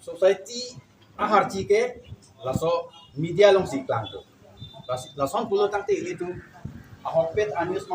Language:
Karbi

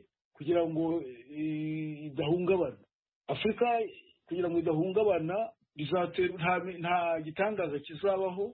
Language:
Kinyarwanda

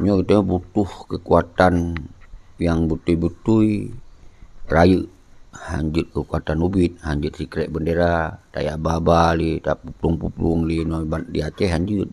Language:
Achinese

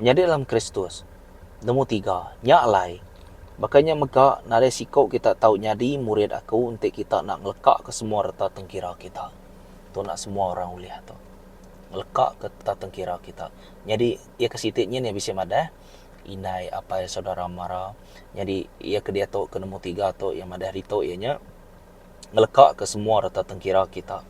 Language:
Iban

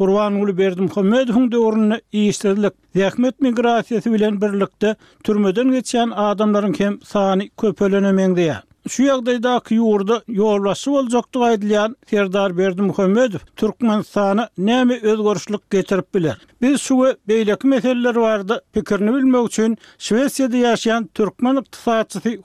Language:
Turkmen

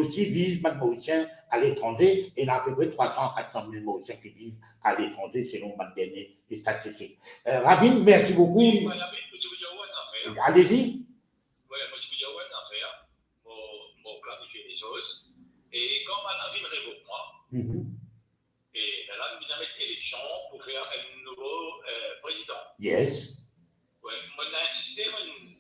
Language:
Morisyen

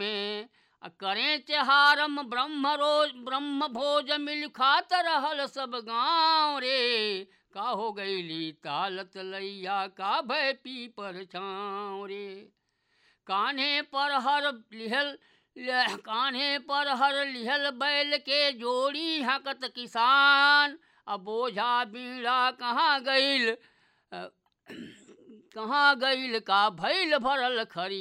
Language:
Bhojpuri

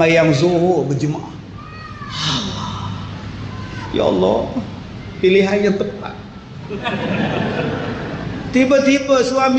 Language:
Malay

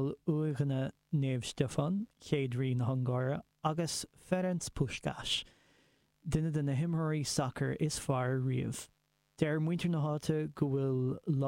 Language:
Irish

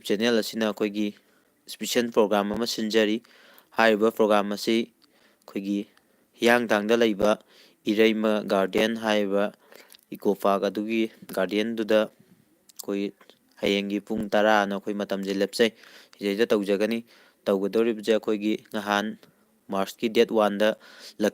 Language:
Manipuri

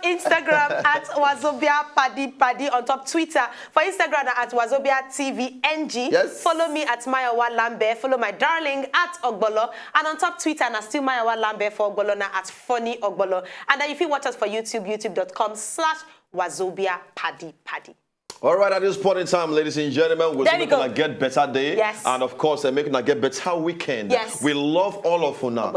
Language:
Nigerian Pidgin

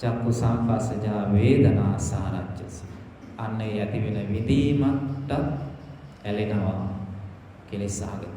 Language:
Sinhala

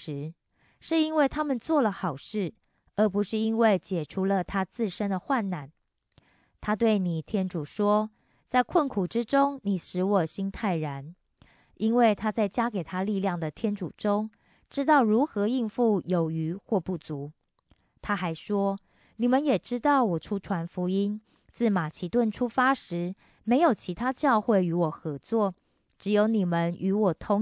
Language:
Chinese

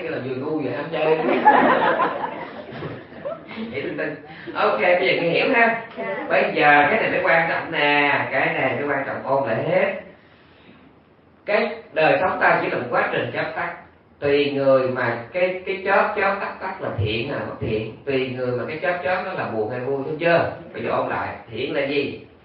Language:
Vietnamese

